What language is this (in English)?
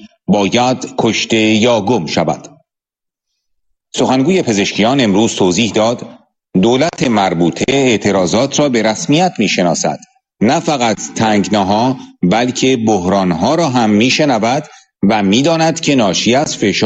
Persian